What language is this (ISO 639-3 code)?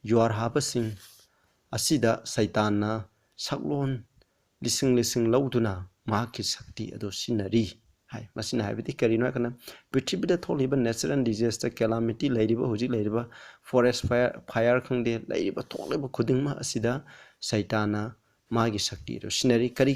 mni